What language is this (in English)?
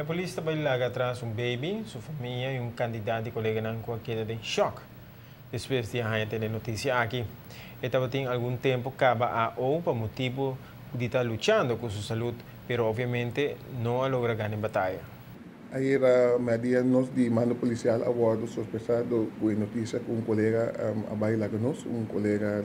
Papiamento